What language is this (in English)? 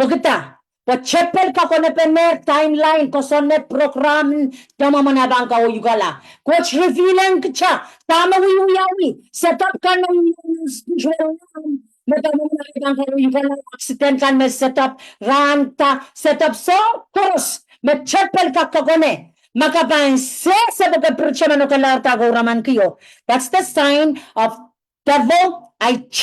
Pohnpeian